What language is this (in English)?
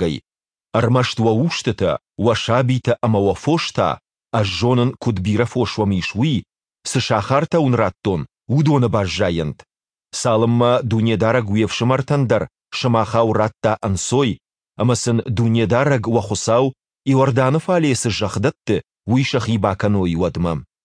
Ossetic